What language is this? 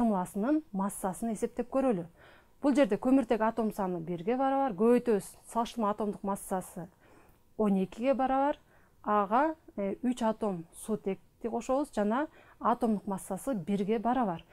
Kyrgyz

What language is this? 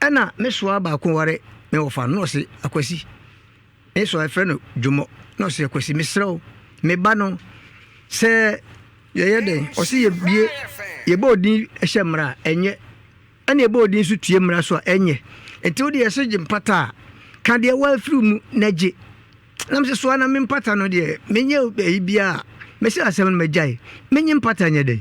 Akan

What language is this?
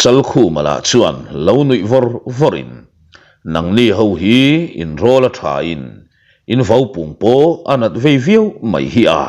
Mizo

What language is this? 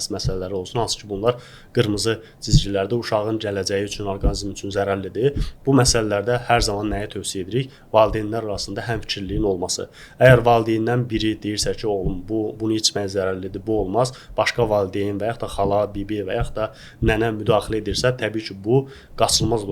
Azerbaijani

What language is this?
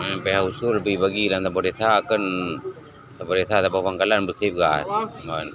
Achinese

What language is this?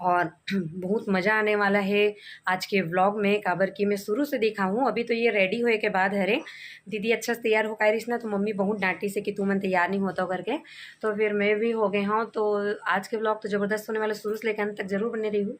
Chhattisgarhi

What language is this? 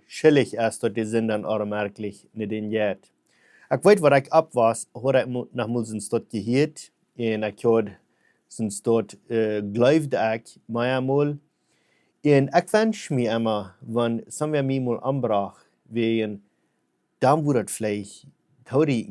Plautdietsch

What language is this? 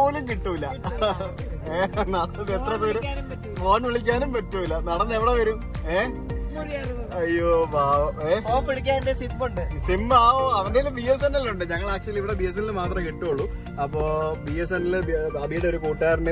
Malayalam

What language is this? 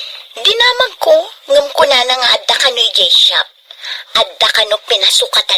Iloko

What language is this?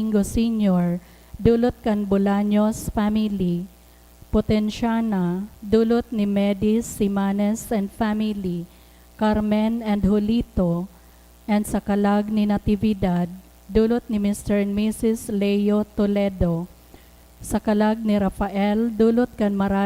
Bikol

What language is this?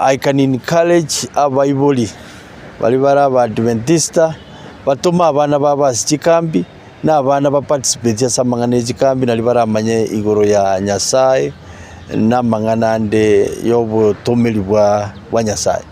Gusii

